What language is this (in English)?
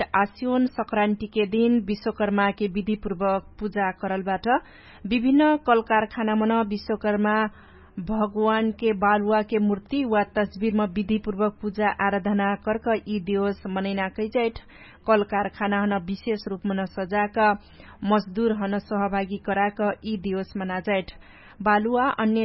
Dangaura Tharu